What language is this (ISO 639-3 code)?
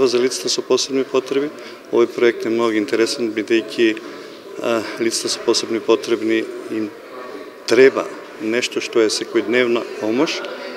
mkd